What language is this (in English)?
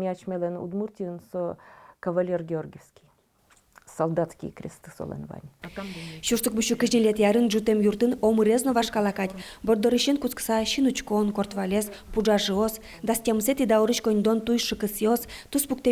Udmurt